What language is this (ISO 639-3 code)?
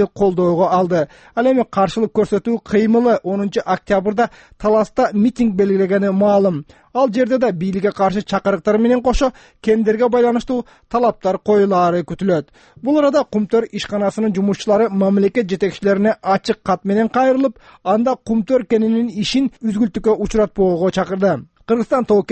kir